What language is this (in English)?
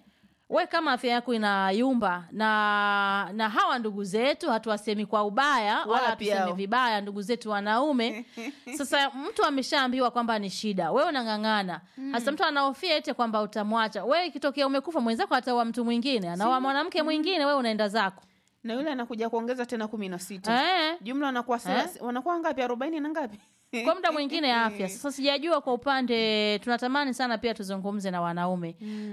Swahili